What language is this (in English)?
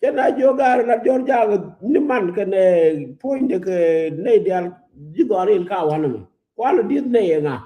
Nuer